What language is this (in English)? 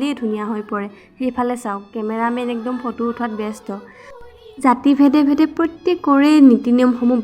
Assamese